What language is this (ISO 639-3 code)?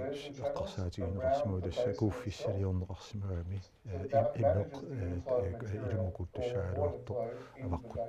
kal